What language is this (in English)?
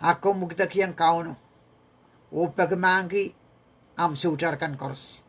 Pohnpeian